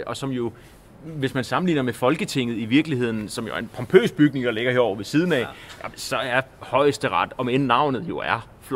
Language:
Danish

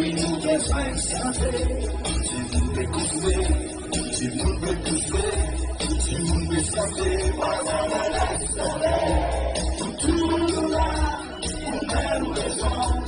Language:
Seselwa Creole French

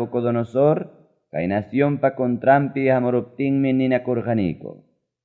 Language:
Ayacucho Quechua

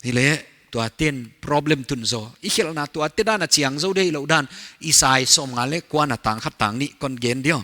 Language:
Paite Chin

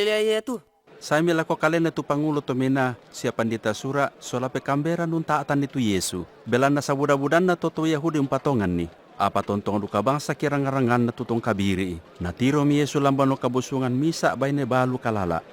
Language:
Toraja-Sa'dan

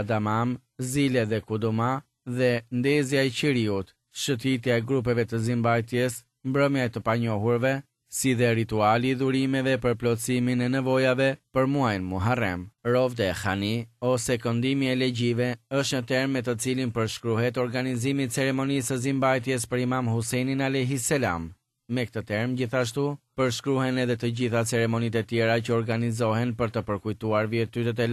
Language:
Albanian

